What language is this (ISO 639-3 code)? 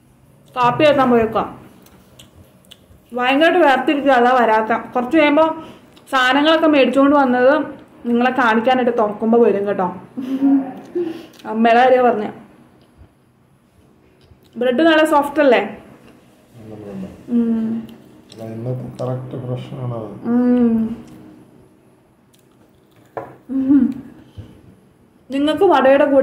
mal